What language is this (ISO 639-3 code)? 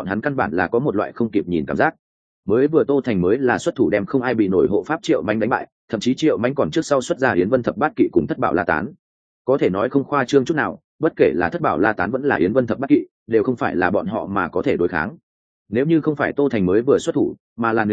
vie